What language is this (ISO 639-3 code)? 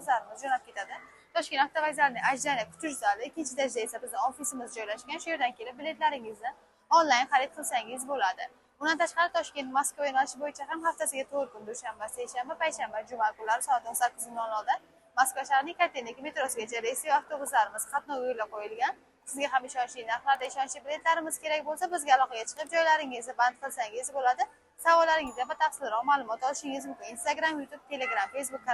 uzb